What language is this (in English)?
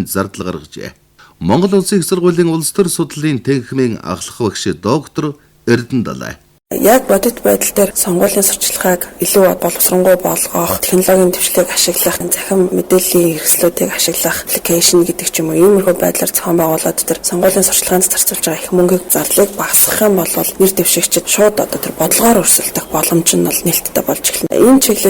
Mongolian